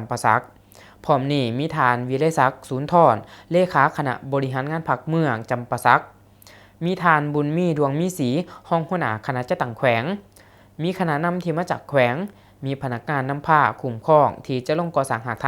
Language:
Lao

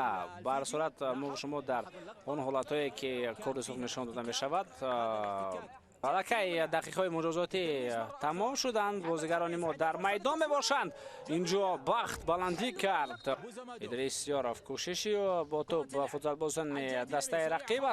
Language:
Tajik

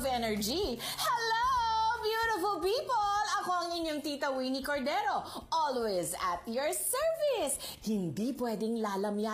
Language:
Filipino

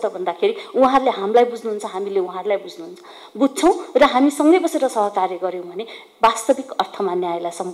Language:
Nepali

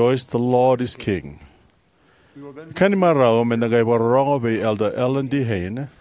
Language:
Fijian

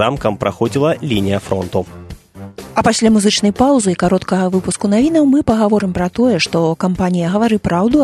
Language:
Belarusian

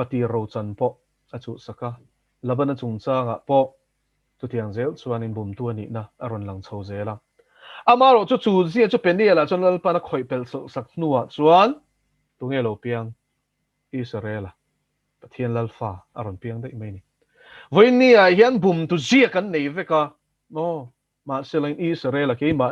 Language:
Mizo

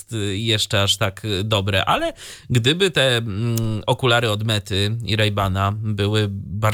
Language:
Polish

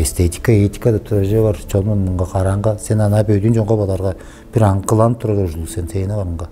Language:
Tuvinian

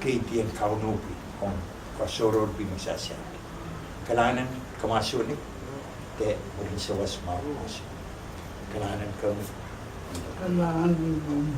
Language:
Pohnpeian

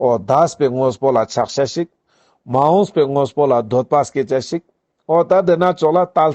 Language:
Ladakhi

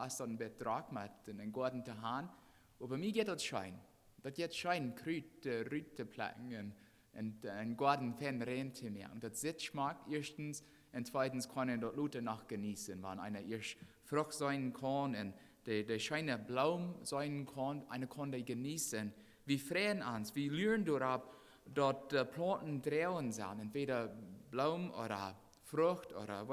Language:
Plautdietsch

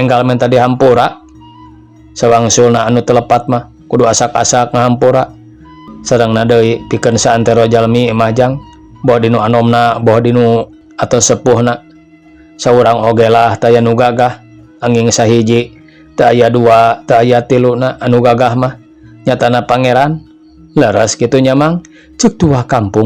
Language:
Sundanese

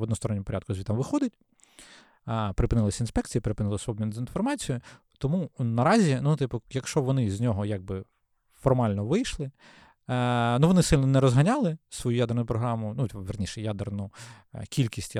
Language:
Ukrainian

